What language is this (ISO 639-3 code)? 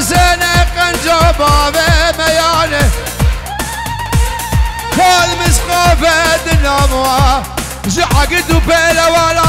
kur